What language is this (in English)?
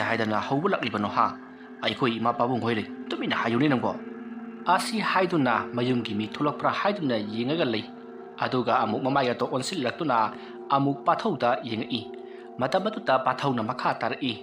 Manipuri